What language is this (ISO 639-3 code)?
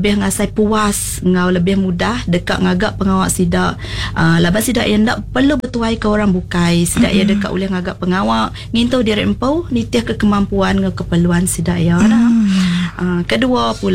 iba